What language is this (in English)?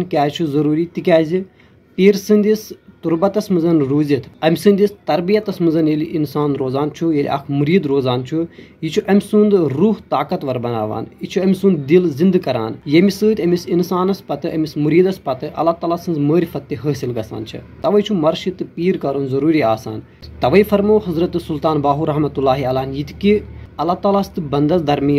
Kashmiri